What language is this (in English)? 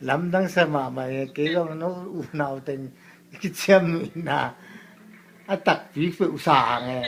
Tedim Chin